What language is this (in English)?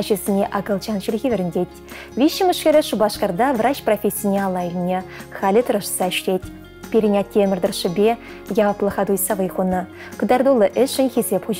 Chuvash